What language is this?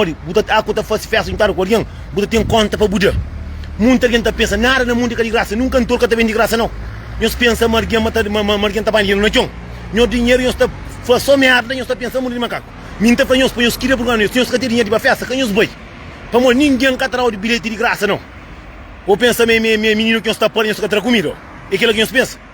Kabuverdianu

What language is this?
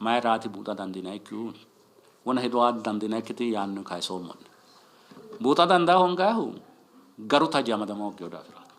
Sidamo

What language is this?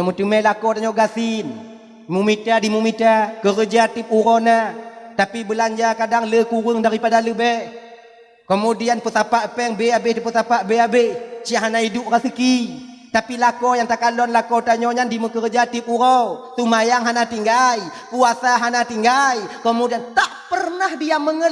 Achinese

